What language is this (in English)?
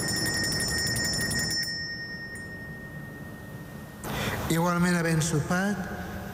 Catalan